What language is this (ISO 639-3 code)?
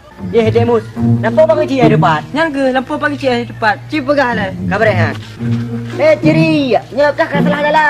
ace